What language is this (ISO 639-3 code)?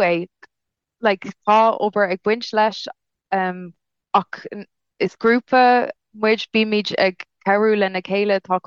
gle